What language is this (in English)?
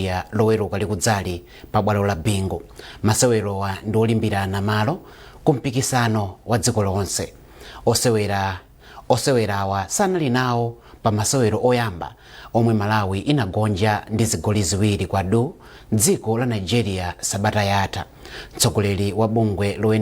Nyanja